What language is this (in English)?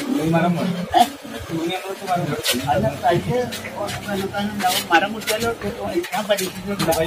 Malayalam